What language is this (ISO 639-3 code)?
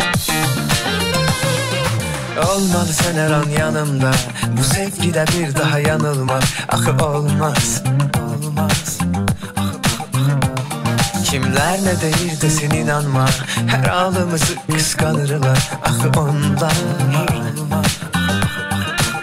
aze